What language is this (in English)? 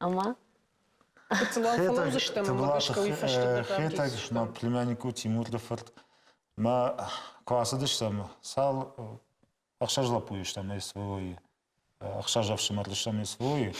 Ossetic